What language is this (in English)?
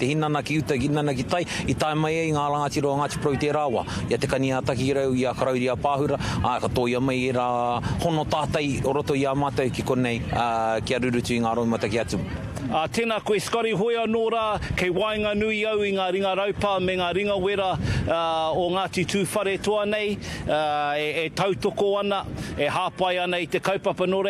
Māori